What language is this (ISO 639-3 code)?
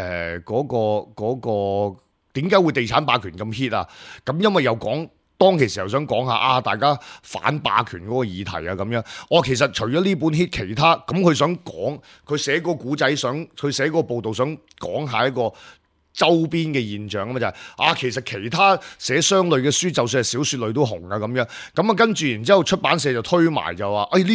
yue